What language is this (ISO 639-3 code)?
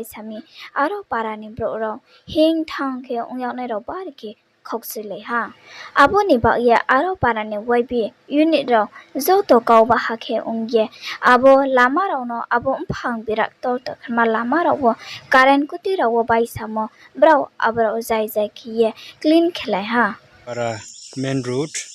ria